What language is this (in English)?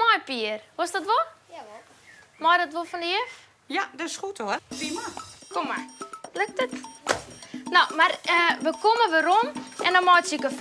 Western Frisian